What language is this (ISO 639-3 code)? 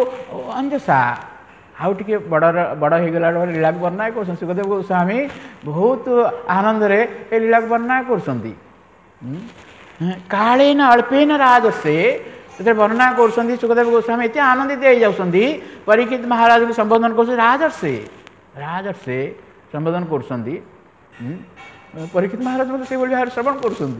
ori